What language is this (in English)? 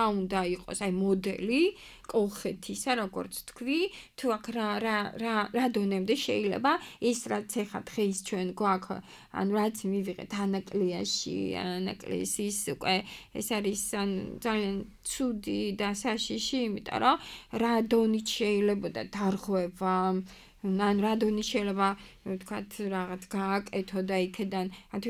Georgian